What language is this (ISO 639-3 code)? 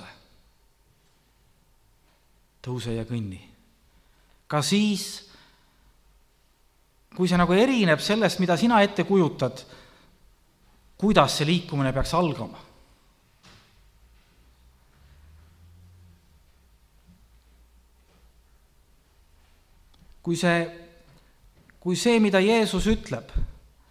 est